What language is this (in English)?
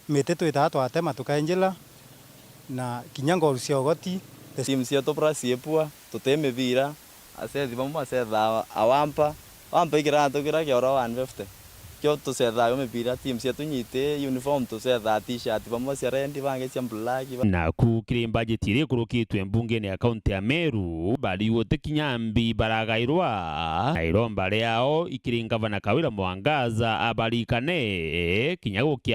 Meru